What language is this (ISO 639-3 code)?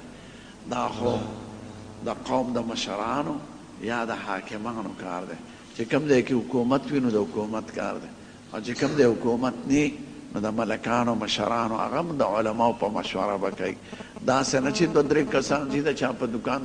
pus